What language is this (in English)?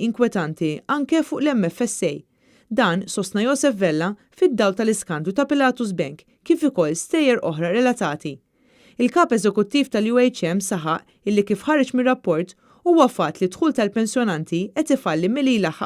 Maltese